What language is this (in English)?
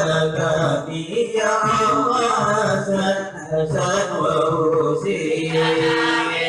Banjar